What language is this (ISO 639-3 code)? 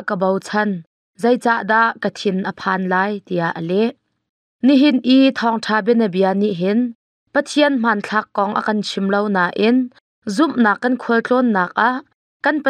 cnh